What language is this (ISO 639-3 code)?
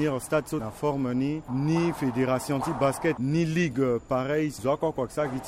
sag